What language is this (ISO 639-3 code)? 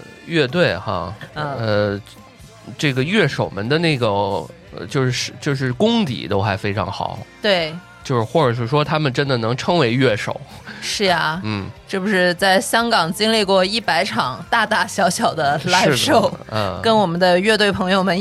zho